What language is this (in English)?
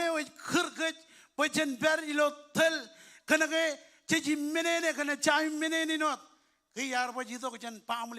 Marshallese